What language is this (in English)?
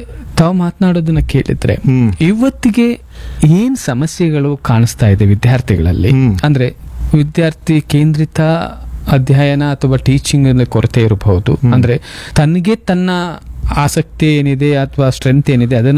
Kannada